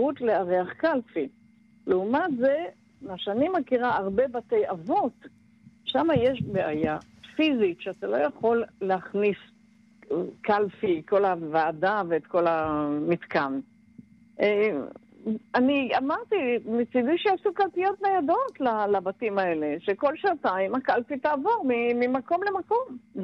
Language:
Hebrew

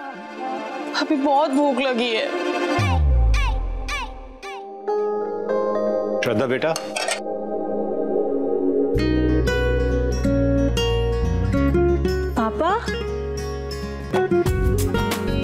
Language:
Hindi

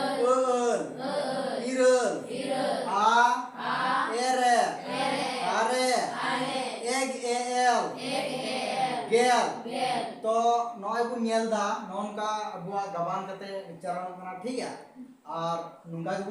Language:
Santali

